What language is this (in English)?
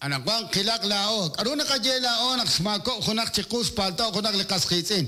Kekchí